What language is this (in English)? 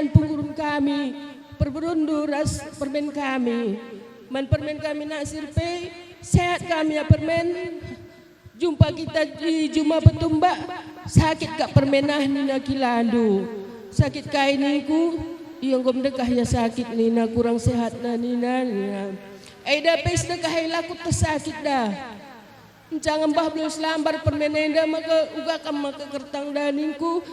Batak Karo